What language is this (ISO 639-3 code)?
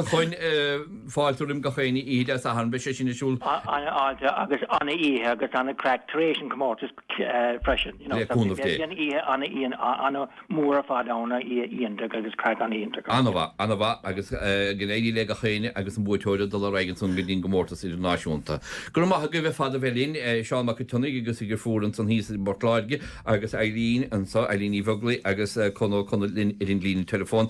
gle